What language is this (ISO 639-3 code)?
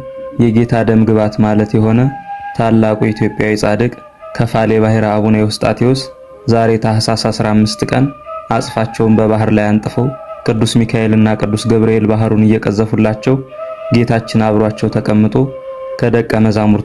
amh